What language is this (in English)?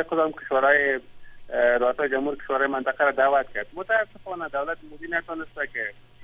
Persian